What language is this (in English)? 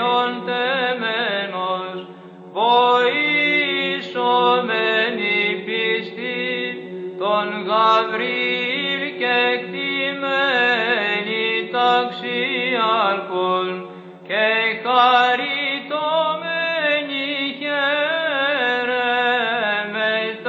Greek